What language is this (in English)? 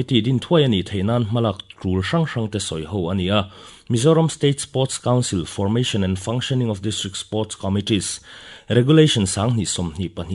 Mizo